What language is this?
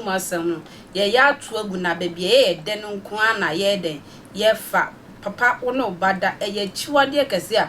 Akan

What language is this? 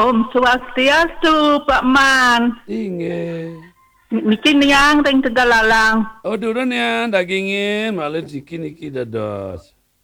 Balinese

